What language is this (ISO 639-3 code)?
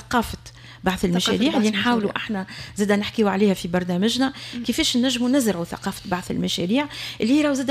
aeb